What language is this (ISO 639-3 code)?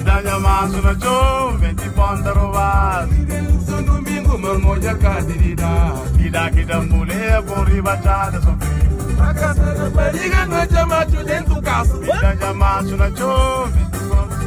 kea